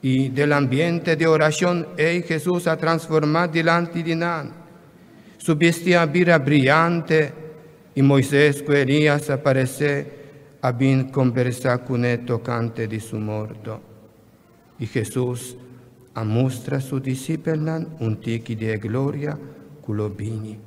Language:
Papiamento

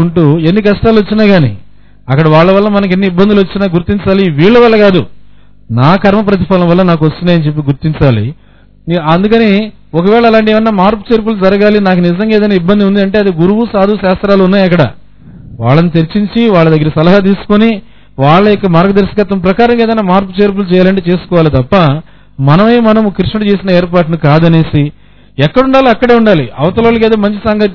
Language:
Telugu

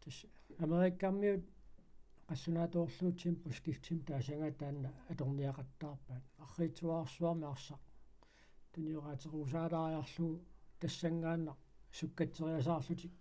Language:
Kalaallisut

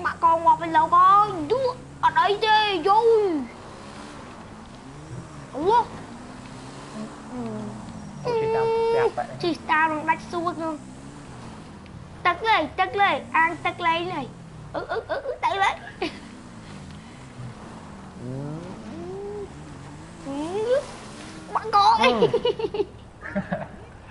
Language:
Vietnamese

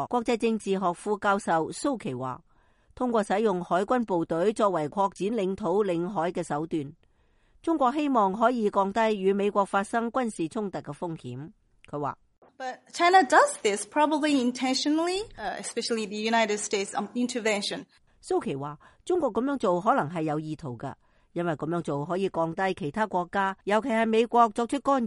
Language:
Cantonese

